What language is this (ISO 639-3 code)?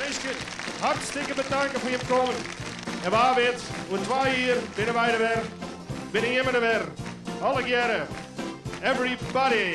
fry